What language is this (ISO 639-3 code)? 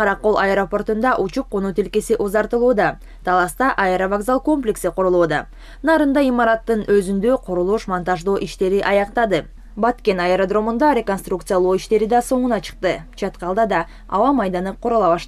kir